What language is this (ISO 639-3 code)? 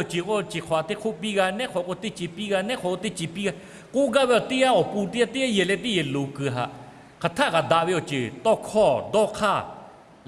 lhu